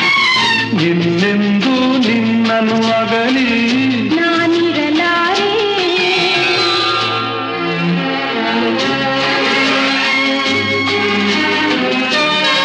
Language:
Kannada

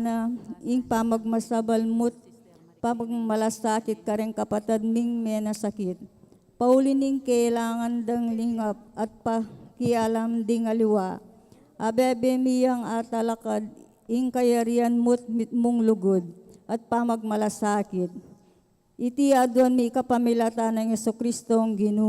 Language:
Pampanga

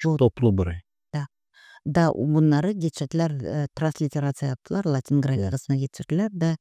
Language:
Gagauz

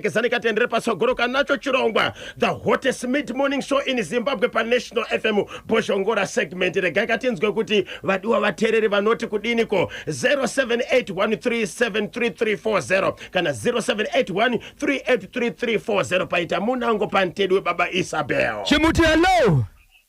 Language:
Shona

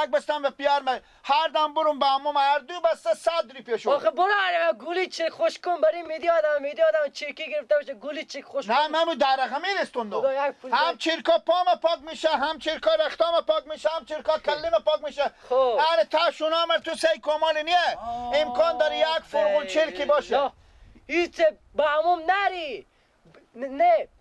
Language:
Persian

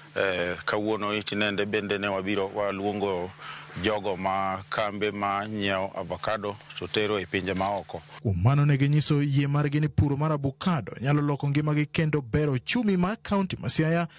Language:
Luo (Kenya and Tanzania)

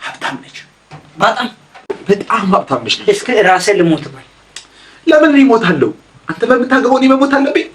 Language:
Amharic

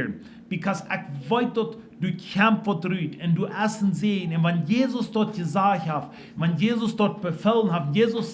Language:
Plautdietsch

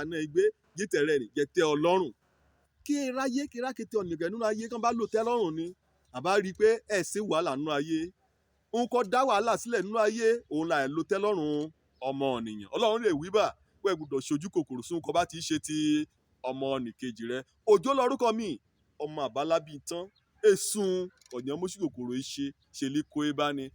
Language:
Yoruba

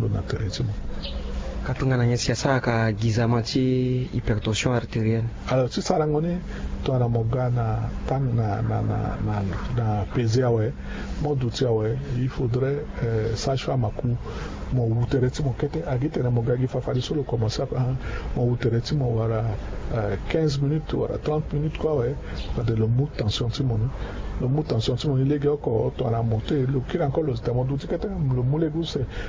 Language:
Sango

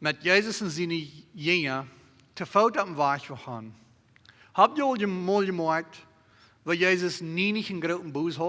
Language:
Plautdietsch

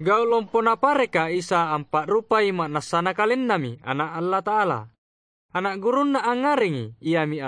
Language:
Makasar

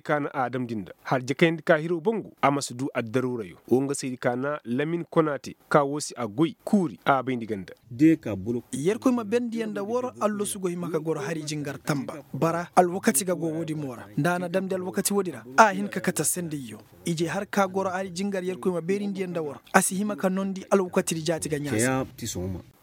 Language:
Koyraboro Senni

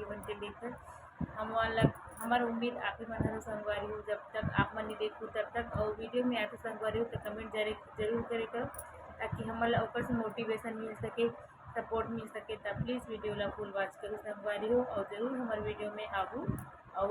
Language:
Chhattisgarhi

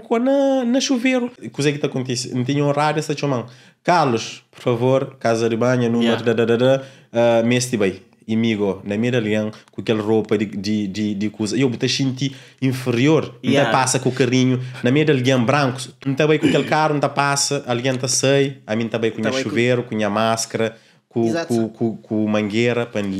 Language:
Kabuverdianu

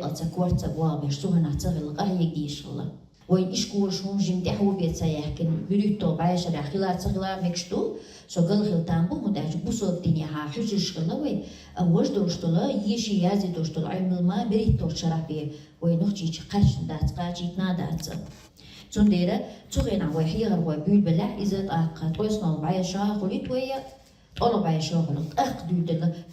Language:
Chechen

